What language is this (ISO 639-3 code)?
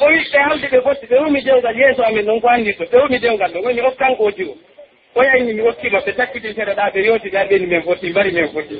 fuf